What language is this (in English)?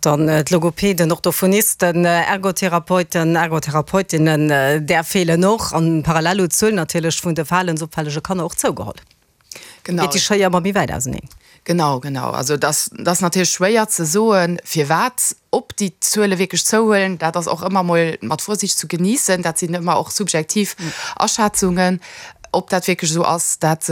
Luxembourgish